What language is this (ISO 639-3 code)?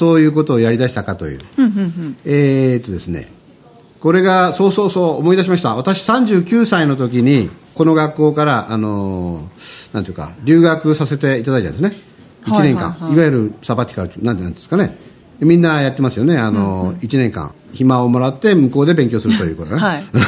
jpn